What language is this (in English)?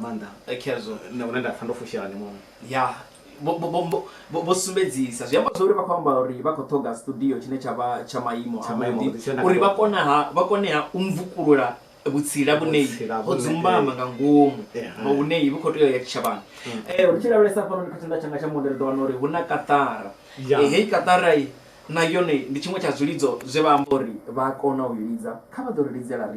Venda